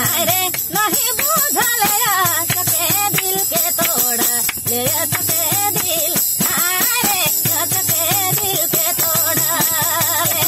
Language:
Sadri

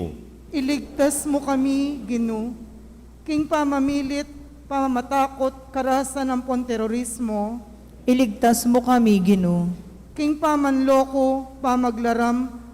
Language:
Pampanga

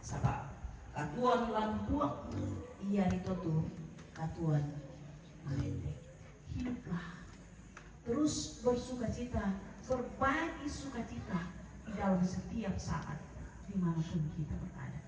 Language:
Toraja-Sa'dan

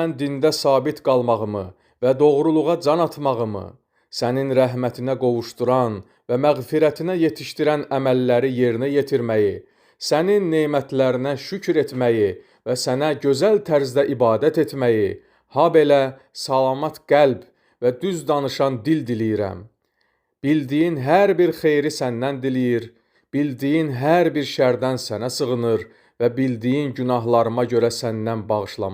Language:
Azerbaijani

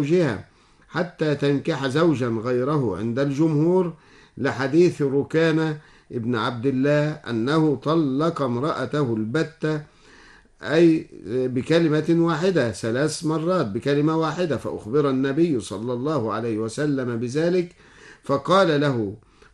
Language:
Arabic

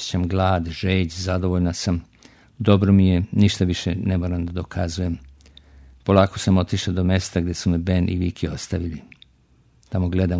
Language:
Serbian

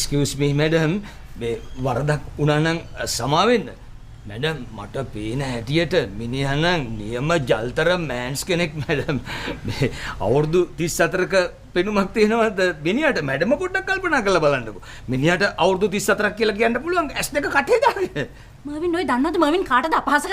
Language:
Sinhala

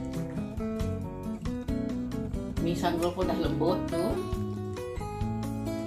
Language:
Malay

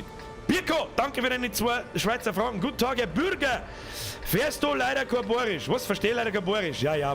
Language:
Bavarian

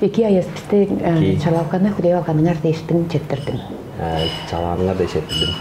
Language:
Tuvinian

